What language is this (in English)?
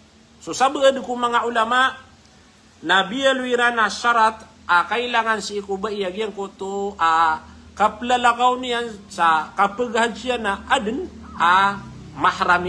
Maranao